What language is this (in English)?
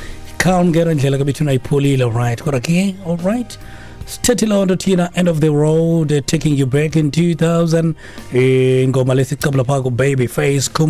Xhosa